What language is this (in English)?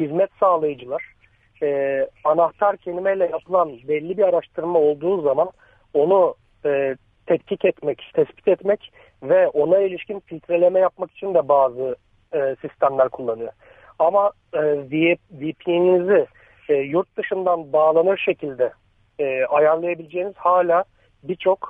Turkish